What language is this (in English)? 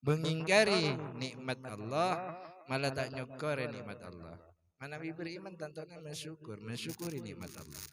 Madurese